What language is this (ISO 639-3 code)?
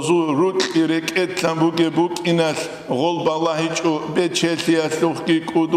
ava